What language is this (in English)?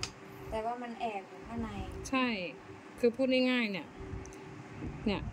Thai